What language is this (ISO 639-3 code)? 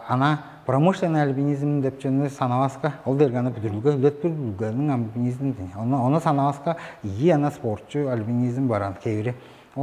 tyv